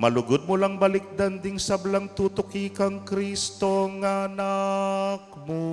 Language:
Pampanga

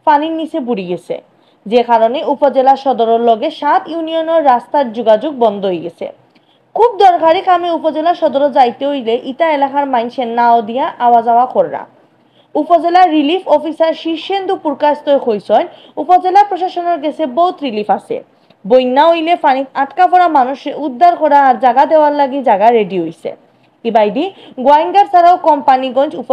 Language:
Sylheti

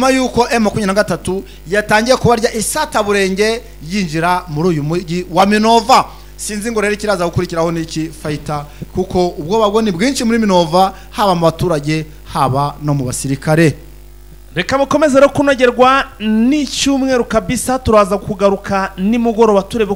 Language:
Kinyarwanda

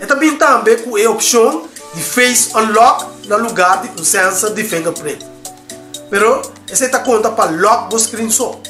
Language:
Papiamento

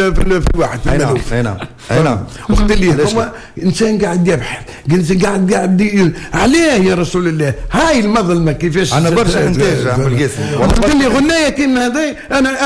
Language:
Tunisian Arabic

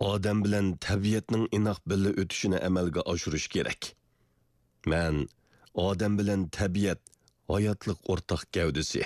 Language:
Uyghur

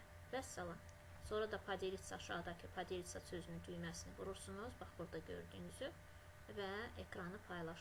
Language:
Azerbaijani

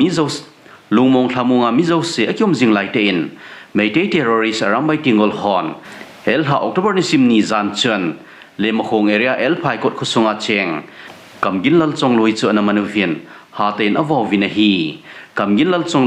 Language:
Thado Chin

